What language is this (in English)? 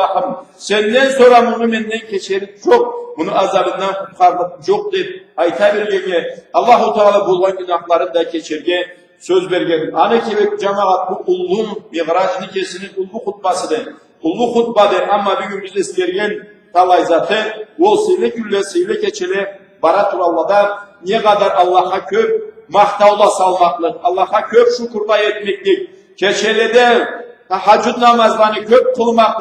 Karachay-Balkar